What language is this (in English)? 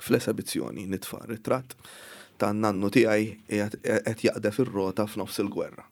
Maltese